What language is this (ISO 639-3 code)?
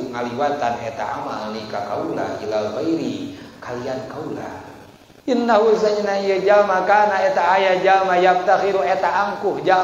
sun